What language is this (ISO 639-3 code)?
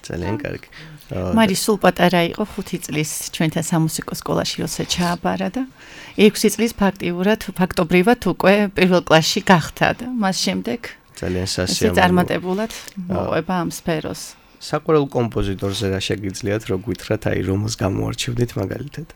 kat